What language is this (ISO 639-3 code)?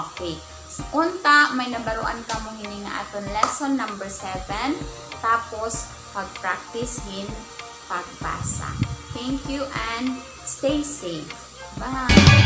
war